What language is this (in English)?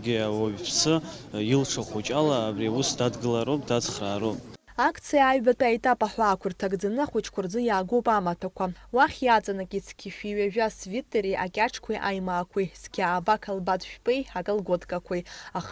Abkhazian